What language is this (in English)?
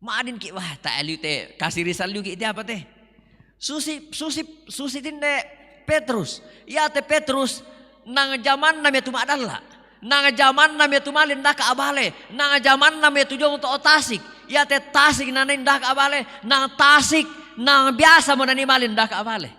Toraja-Sa'dan